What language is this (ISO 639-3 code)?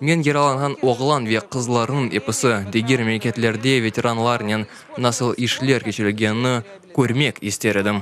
crh